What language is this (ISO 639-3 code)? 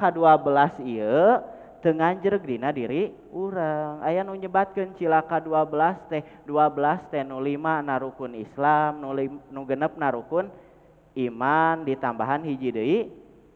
sun